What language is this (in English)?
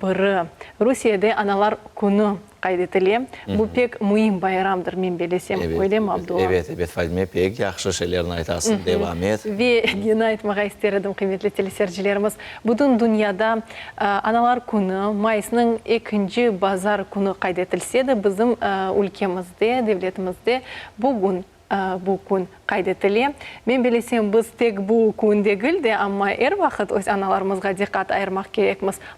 Crimean Tatar